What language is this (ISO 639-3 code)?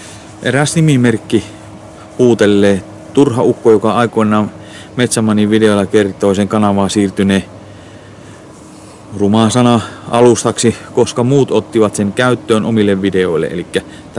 fin